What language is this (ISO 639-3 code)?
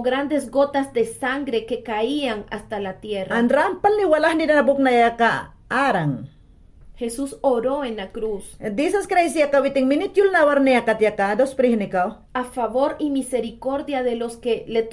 yan